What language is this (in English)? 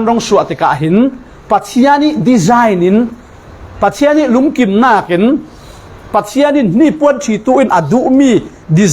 Falam Chin